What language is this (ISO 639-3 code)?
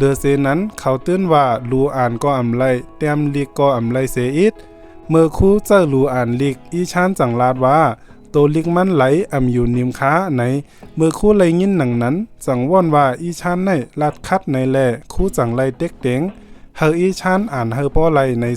shn